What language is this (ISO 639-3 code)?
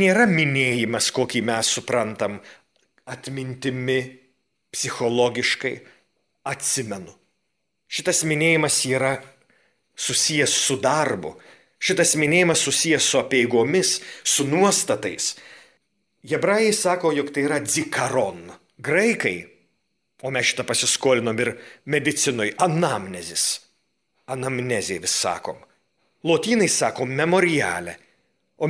lit